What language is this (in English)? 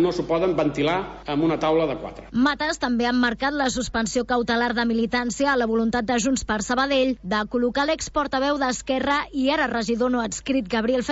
Catalan